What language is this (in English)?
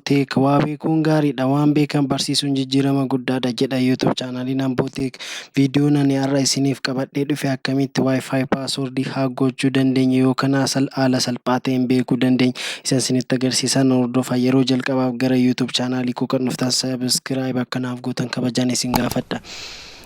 Oromo